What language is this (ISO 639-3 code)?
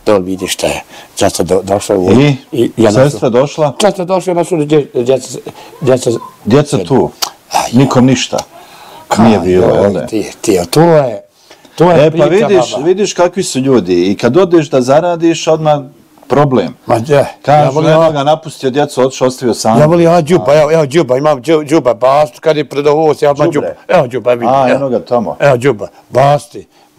bos